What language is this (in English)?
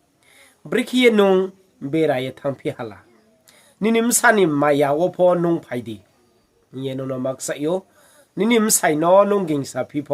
Riang (India)